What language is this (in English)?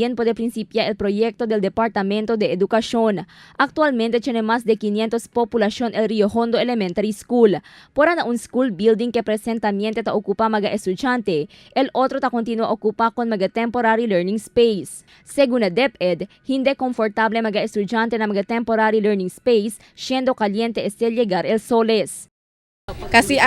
Chavacano